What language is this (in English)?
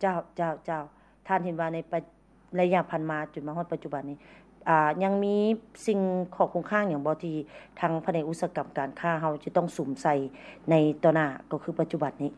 Lao